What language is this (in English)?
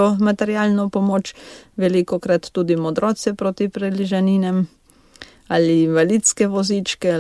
Slovenian